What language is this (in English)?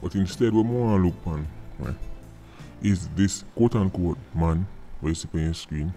Jamaican Creole English